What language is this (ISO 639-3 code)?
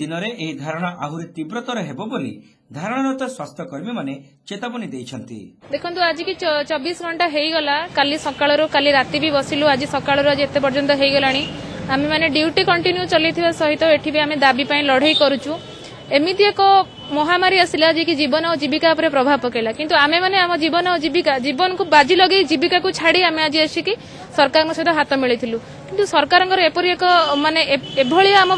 ori